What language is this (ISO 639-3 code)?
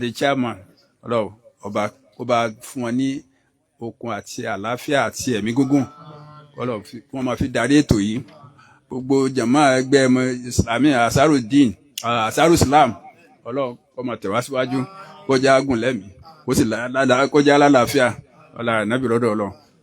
yor